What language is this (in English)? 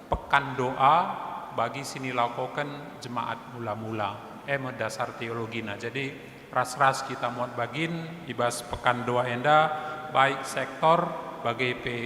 Batak Karo